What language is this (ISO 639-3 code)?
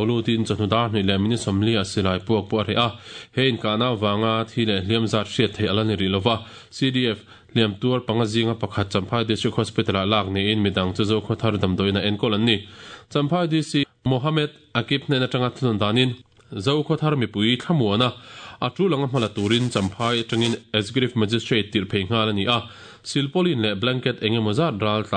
lus